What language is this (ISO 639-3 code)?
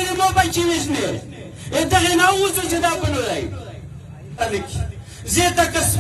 pus